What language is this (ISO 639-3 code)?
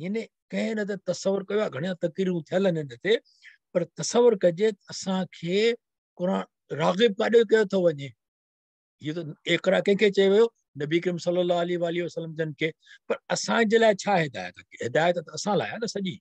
snd